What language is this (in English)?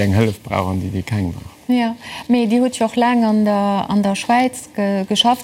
Luxembourgish